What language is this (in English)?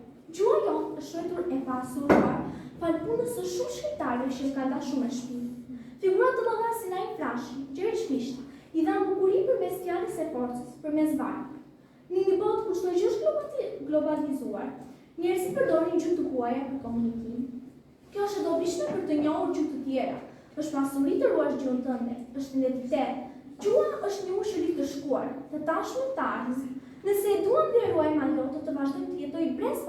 Albanian